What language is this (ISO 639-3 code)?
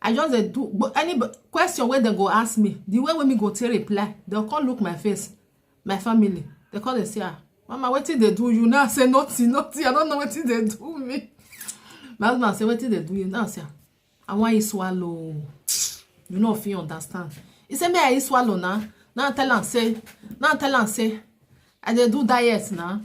pcm